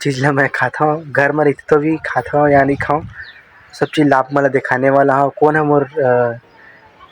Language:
Chhattisgarhi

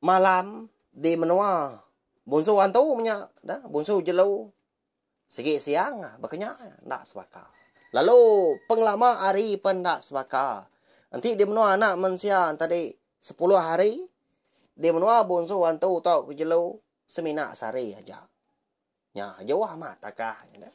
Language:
Iban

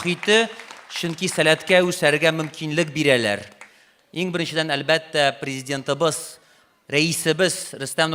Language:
Tatar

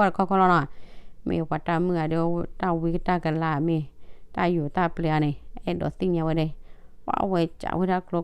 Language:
S'gaw Karen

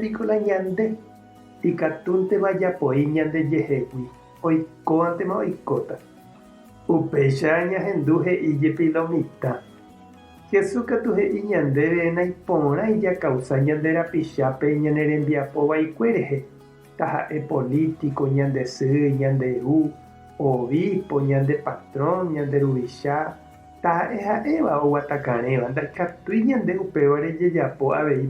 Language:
Guarani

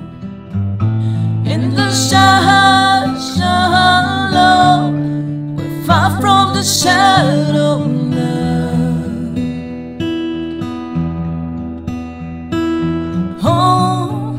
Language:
English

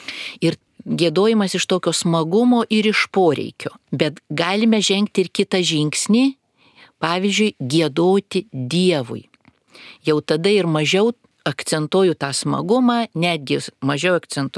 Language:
Lithuanian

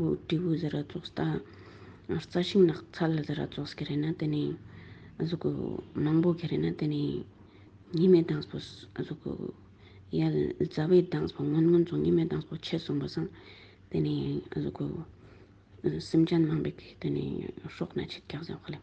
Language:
Ladakhi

